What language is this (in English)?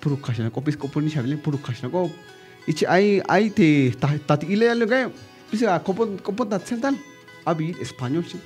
Tzeltal